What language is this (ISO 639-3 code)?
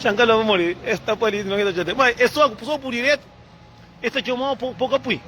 kea